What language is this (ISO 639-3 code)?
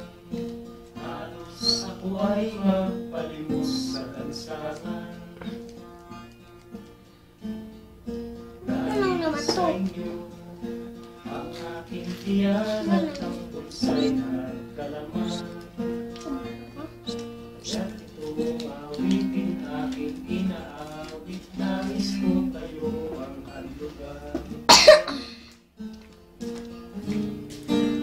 fil